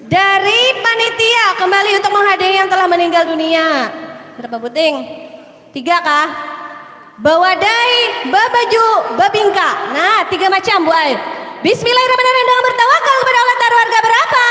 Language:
Banjar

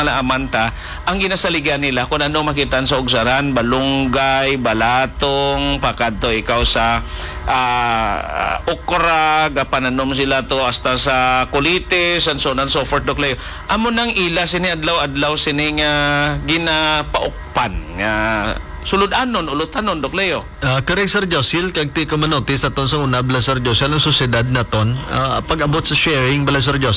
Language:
Hiligaynon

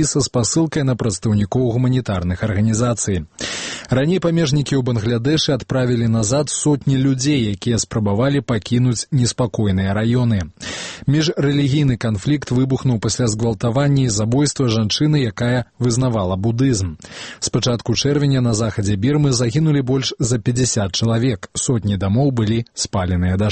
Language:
Belarusian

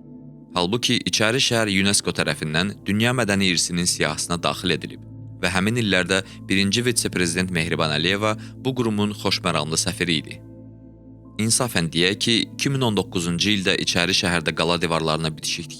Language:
Azerbaijani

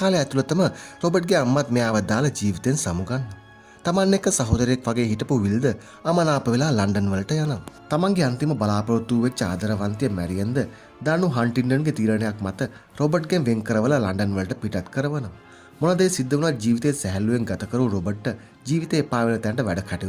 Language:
Sinhala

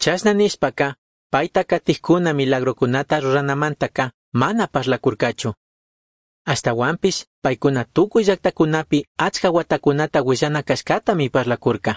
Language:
Chimborazo Highland Quichua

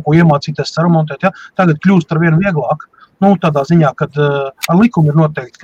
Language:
Latvian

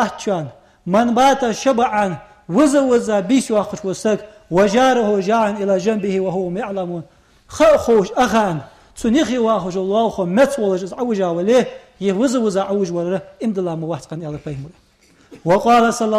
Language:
Ingush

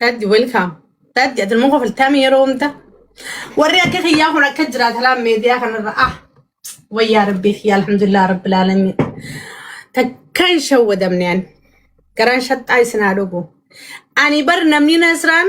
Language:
Oromo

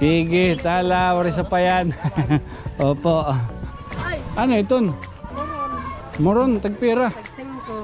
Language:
Waray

